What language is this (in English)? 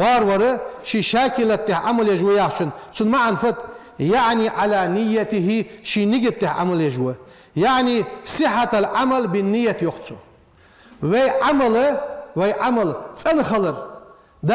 Ingush